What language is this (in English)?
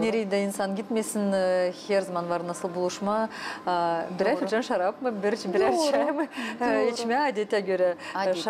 Gagauz